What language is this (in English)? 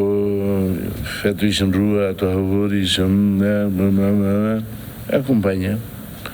Tetum